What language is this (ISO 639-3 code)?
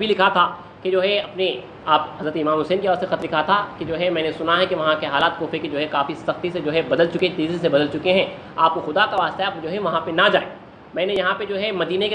urd